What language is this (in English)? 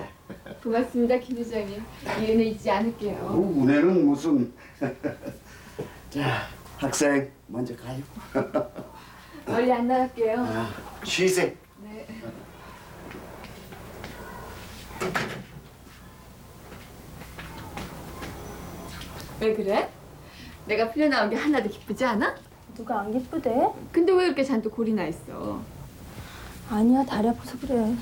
Korean